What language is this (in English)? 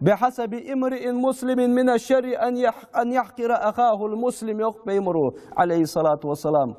Ingush